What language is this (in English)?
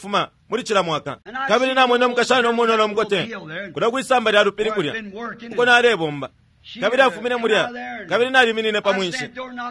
Bemba